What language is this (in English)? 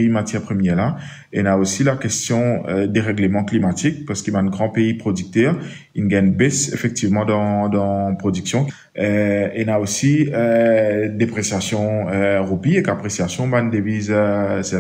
Morisyen